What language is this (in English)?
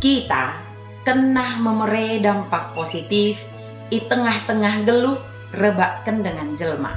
Batak Dairi